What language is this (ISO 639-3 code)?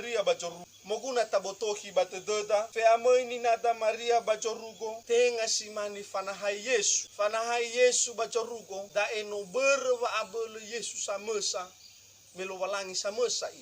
nia